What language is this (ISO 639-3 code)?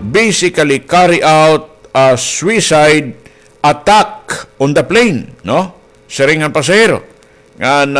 war